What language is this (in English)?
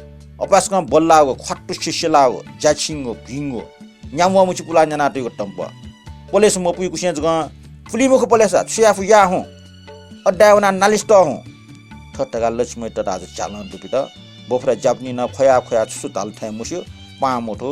Newari